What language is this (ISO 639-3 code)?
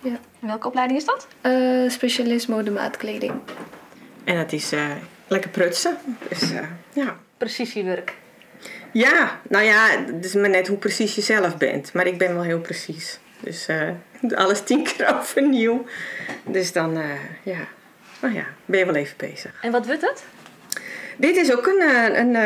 fry